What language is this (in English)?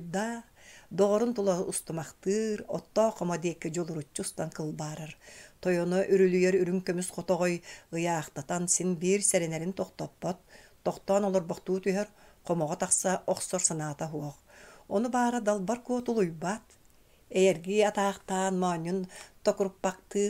Yakut